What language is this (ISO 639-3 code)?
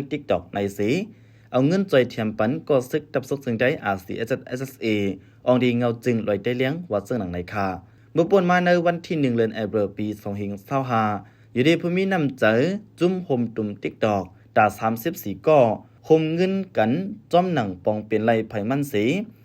shn